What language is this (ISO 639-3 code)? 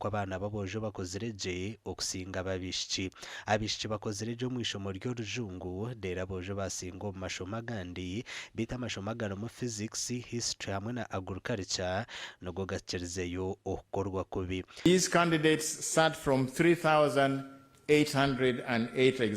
nyn